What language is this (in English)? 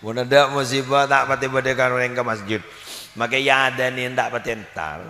Madurese